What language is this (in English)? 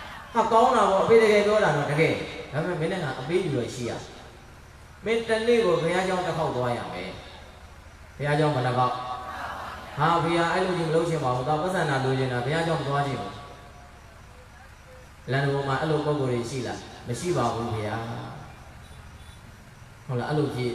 Burmese